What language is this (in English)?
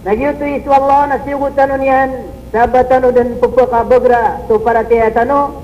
Maranao